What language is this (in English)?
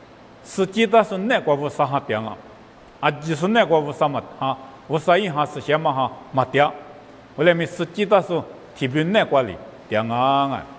Lisu